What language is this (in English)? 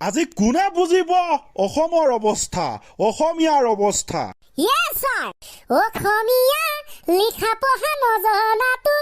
Assamese